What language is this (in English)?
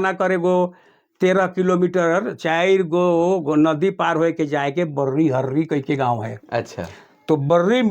Sadri